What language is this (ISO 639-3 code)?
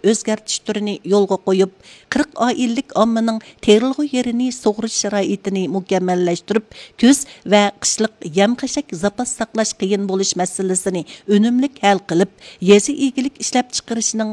uig